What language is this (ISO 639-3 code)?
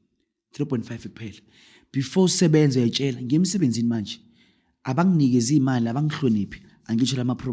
zul